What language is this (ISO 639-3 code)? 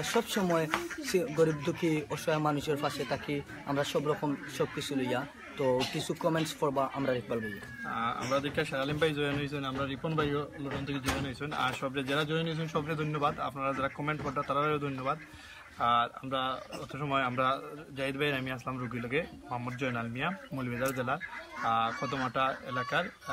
syl